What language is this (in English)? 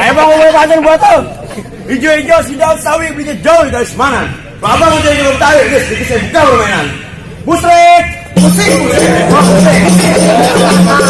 Betawi